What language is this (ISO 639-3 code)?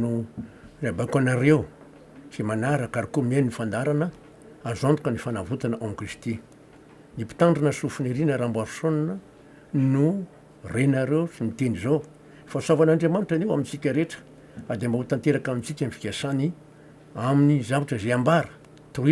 mlg